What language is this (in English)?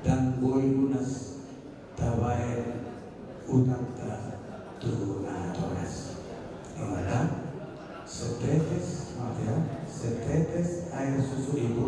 Batak Toba